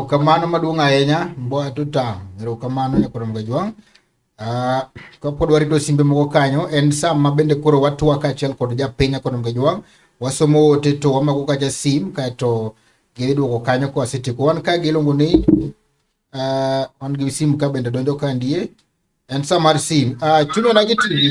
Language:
Luo (Kenya and Tanzania)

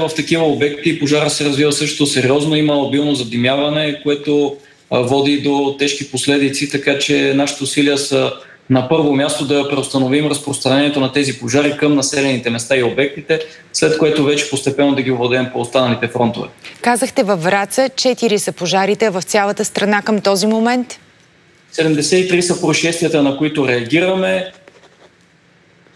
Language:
Bulgarian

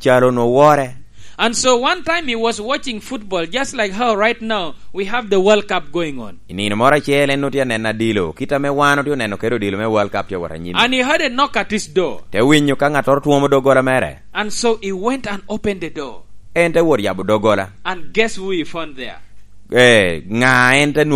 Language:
Lango (Uganda)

